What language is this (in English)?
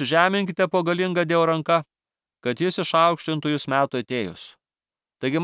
Lithuanian